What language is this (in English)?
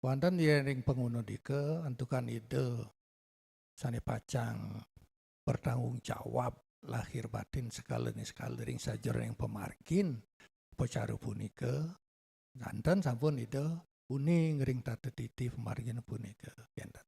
Balinese